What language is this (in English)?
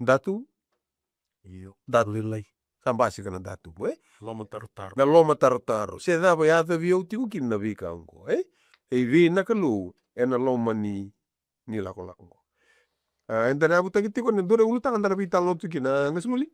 Fijian